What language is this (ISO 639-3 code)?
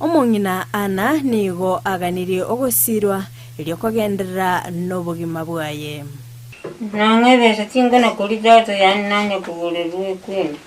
guz